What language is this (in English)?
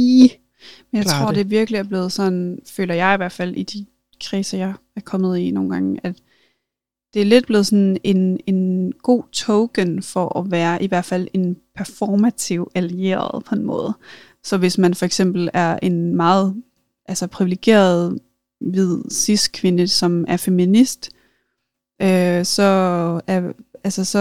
Danish